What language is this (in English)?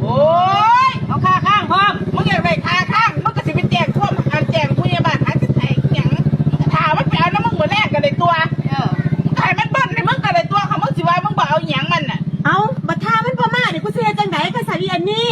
Northeastern Thai